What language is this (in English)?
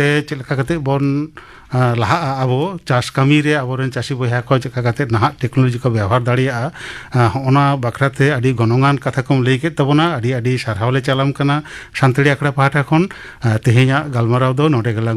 Santali